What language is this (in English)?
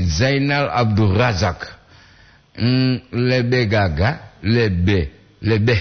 Gorontalo